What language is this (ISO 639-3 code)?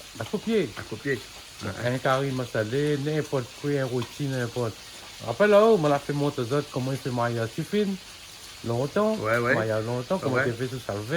rcf